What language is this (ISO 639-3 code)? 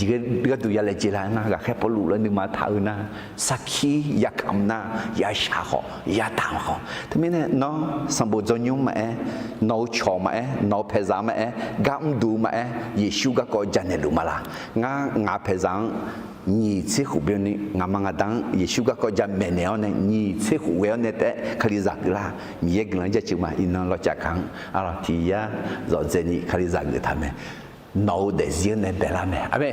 ahk